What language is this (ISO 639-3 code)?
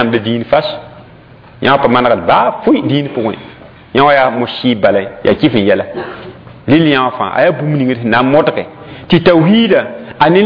mos